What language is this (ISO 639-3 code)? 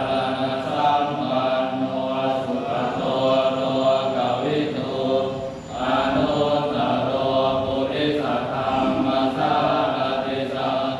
pli